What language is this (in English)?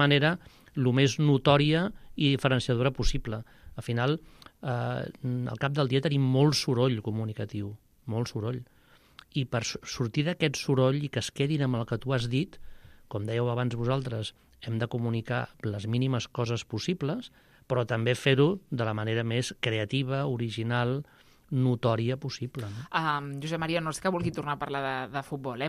Catalan